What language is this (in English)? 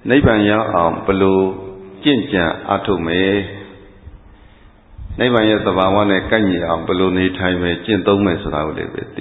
Burmese